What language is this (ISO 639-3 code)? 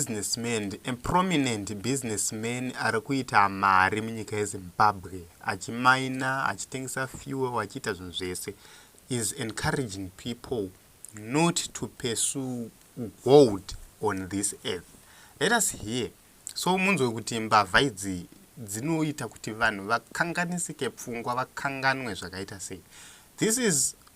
sna